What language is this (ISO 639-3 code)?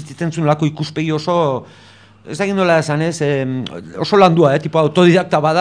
eus